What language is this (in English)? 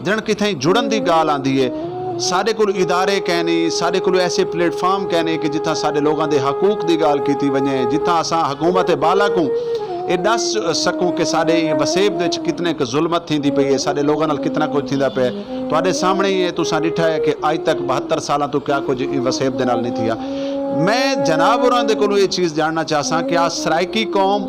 Saraiki